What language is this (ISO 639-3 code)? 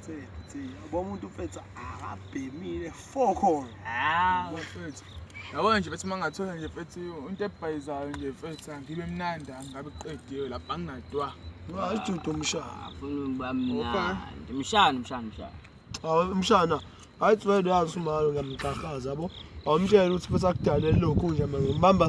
zul